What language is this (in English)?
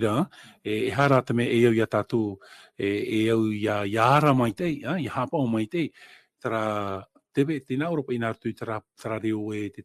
Tahitian